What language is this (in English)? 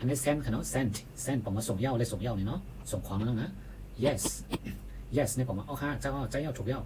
Shan